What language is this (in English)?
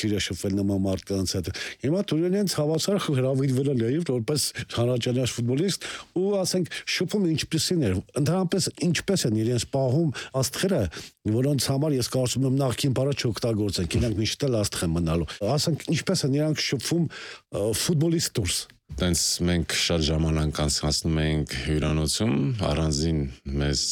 Armenian